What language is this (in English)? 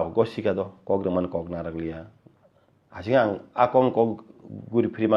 Kok Borok